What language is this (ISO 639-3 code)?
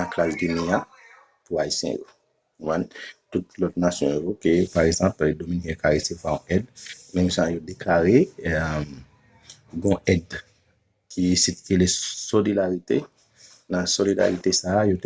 hat